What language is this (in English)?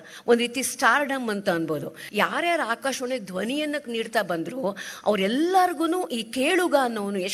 Kannada